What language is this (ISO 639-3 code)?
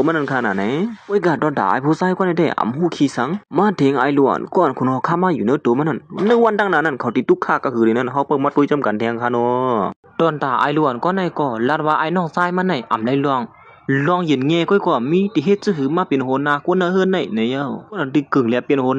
shn